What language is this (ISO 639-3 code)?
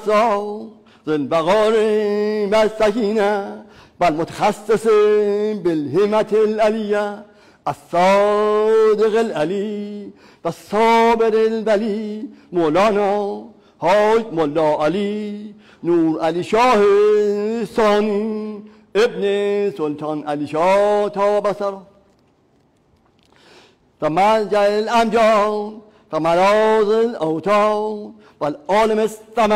fas